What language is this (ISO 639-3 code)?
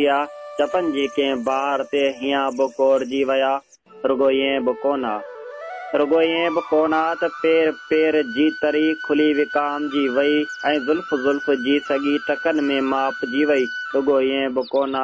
snd